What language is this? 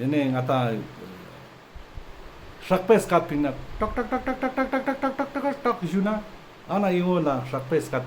Ladakhi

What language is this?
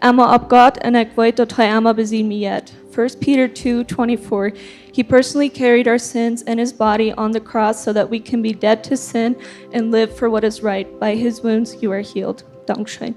Plautdietsch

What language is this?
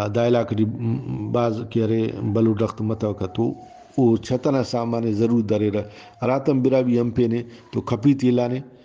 Brahui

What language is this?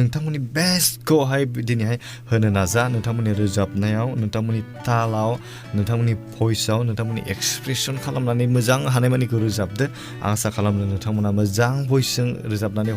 Bodo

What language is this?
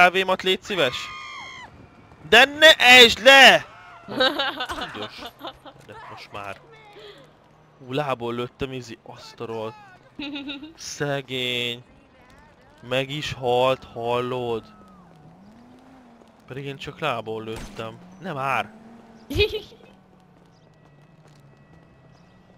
Hungarian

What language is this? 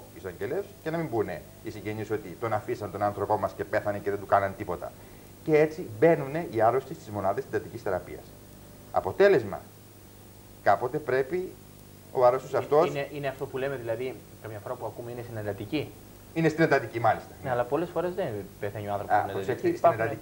Greek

